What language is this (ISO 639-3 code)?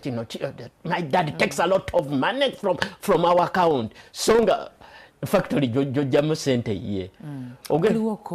lug